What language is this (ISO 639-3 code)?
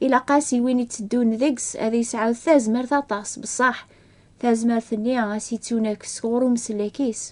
kab